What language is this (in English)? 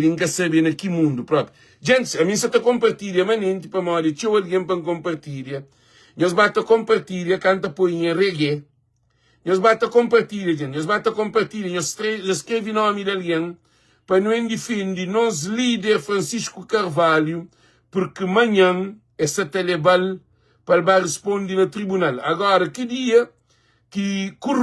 Kabuverdianu